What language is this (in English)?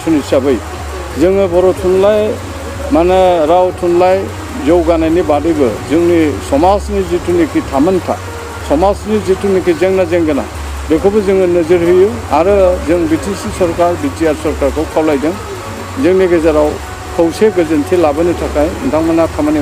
Bodo